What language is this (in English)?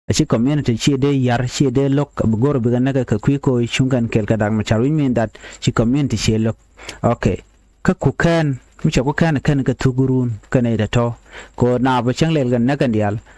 Nuer